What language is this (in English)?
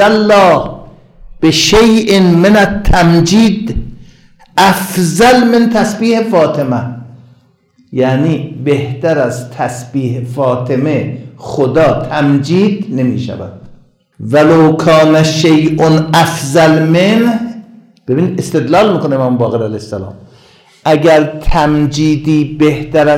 Persian